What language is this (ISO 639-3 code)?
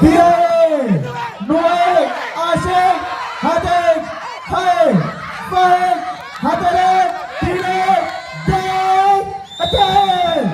div